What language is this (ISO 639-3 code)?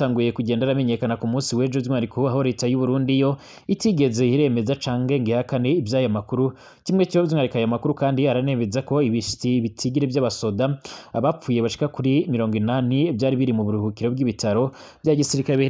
run